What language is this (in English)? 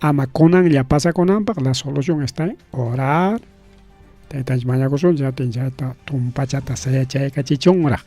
Ayacucho Quechua